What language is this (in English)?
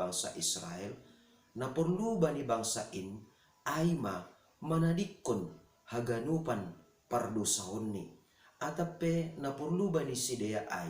Batak Simalungun